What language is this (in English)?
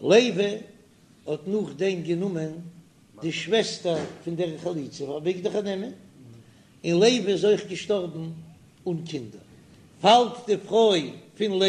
Yiddish